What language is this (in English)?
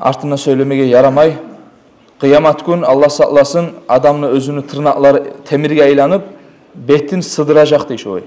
Kumyk